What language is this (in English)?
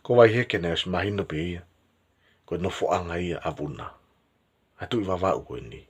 Tongan